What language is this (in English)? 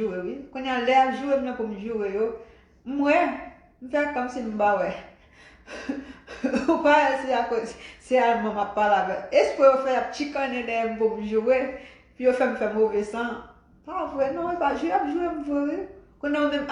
Haitian Creole